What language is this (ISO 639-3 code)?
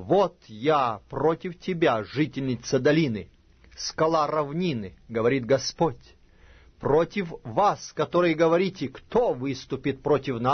rus